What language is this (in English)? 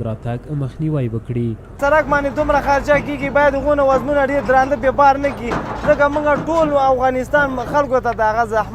Pashto